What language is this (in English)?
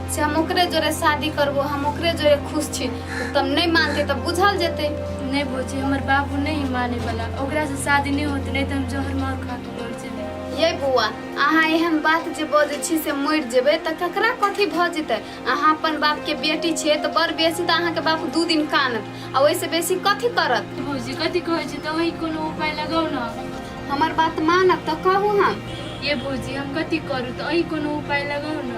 Maithili